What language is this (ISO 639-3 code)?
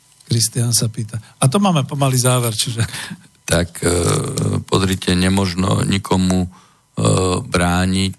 slk